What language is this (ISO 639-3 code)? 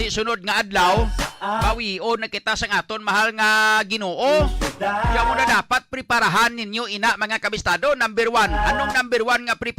hil